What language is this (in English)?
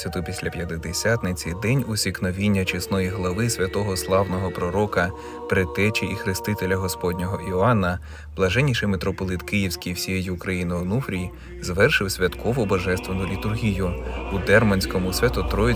Ukrainian